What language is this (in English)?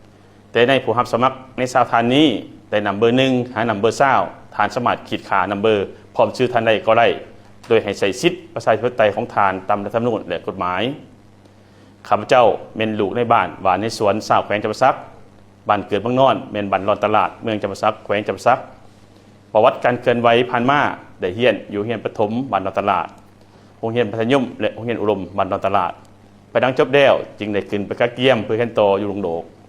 Lao